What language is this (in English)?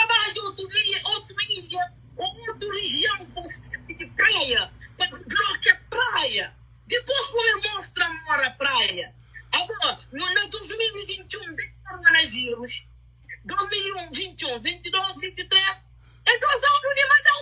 Kabuverdianu